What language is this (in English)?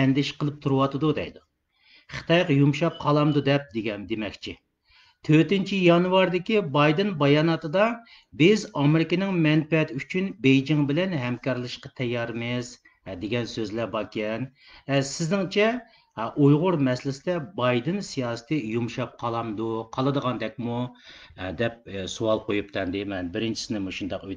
Uyghur